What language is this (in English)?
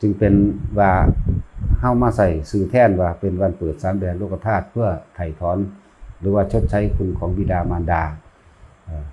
Northeastern Thai